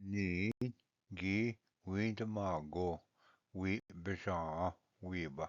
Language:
Ojibwa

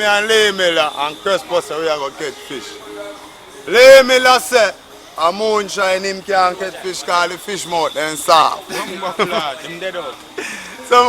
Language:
Jamaican Creole English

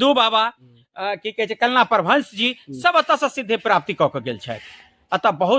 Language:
Maithili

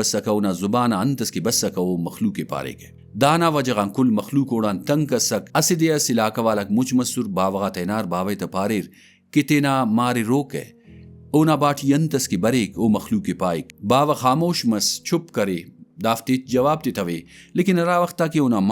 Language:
Brahui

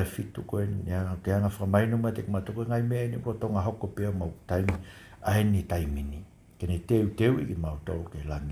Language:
Tongan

